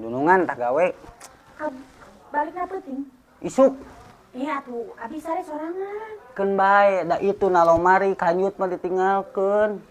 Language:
Sundanese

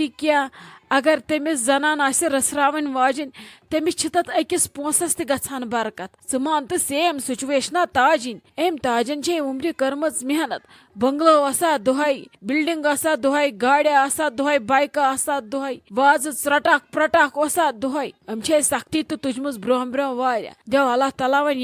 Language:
Kashmiri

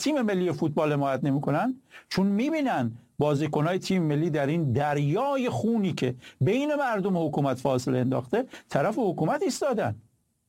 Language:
Persian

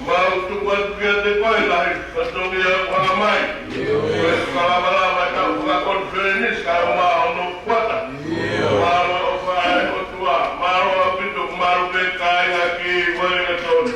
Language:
Tongan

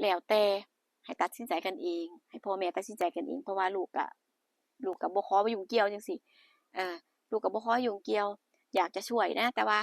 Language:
Northeastern Thai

